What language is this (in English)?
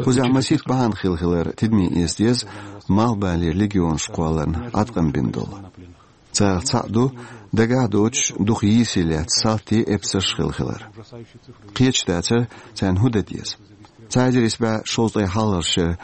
Chechen